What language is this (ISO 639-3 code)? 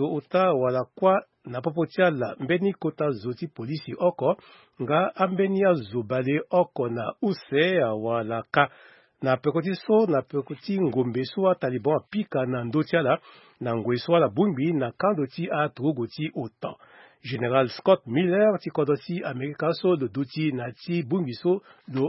sag